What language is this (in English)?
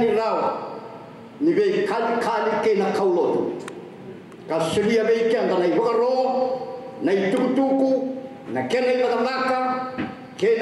Fijian